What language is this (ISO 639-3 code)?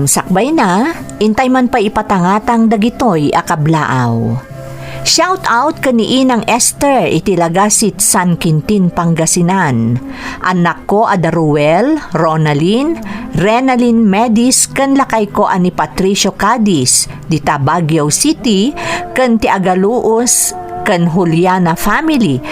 ilo